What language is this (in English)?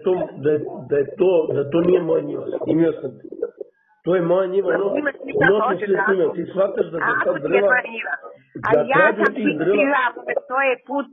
Serbian